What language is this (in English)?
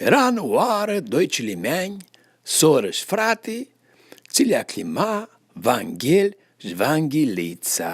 Aromanian